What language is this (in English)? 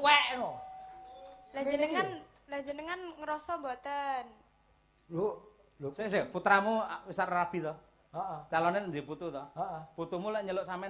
Javanese